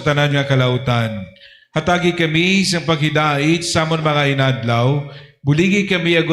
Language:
Hiligaynon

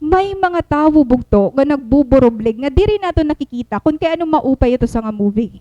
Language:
Waray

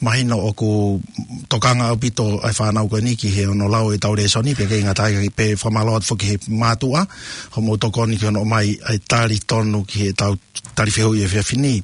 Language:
Tongan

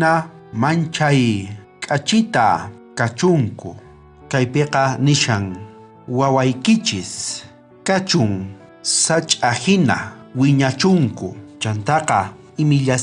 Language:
South Bolivian Quechua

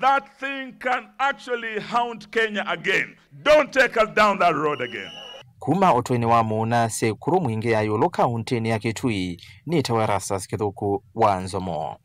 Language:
Kamba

